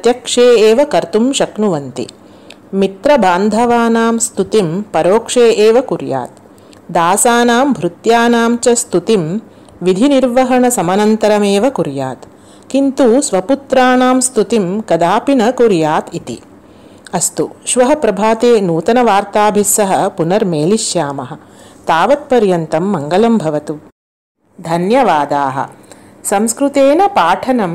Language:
Sanskrit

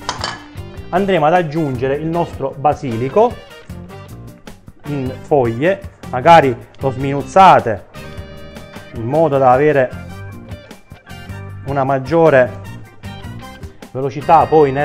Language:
Italian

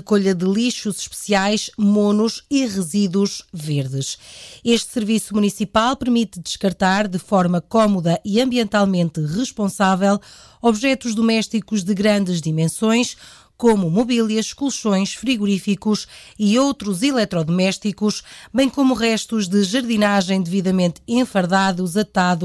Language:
Portuguese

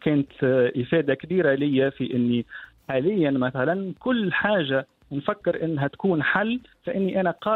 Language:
Tunisian Arabic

